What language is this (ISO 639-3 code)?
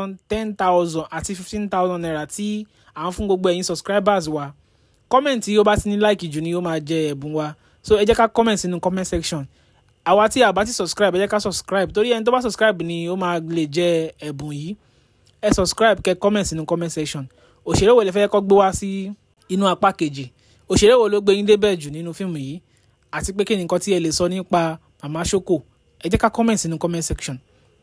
yor